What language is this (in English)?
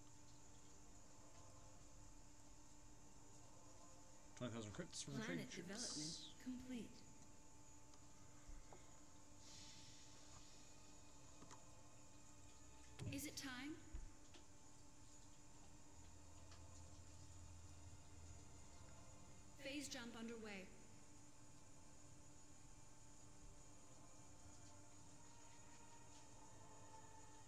English